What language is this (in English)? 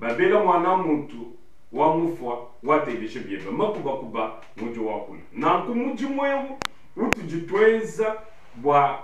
Luba-Lulua